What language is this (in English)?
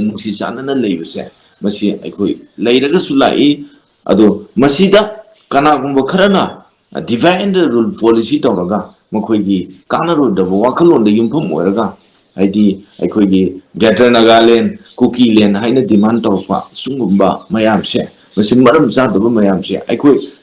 Manipuri